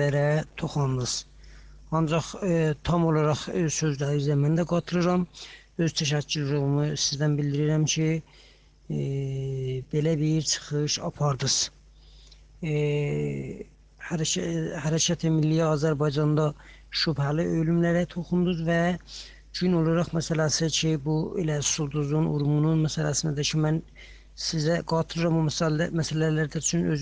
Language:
South Azerbaijani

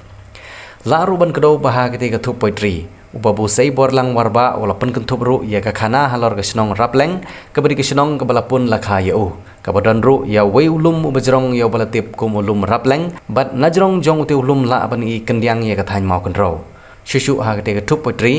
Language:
Khasi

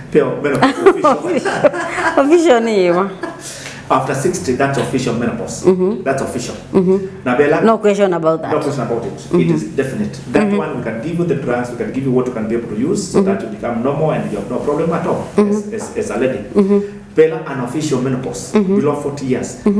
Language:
Kamba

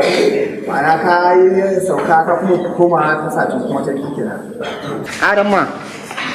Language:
Hausa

